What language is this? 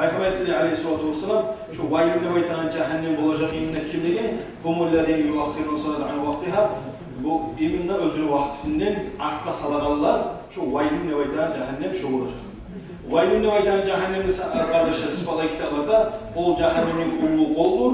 Kumyk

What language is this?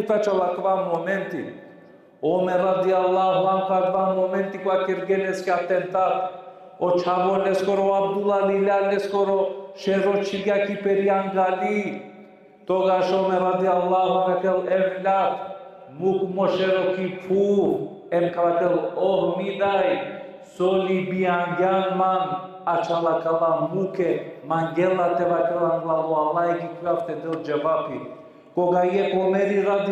Balkan Romani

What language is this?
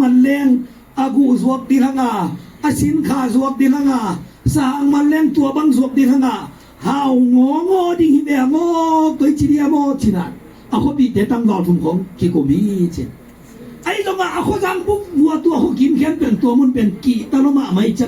Tedim Chin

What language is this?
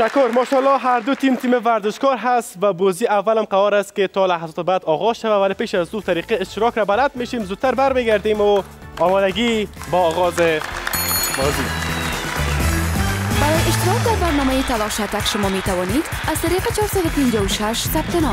Persian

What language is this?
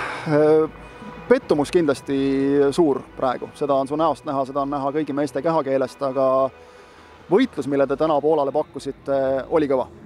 Estonian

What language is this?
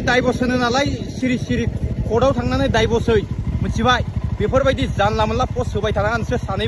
Bodo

